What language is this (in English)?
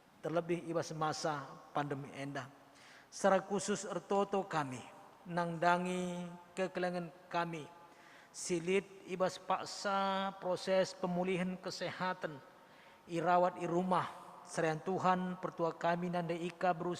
Batak Karo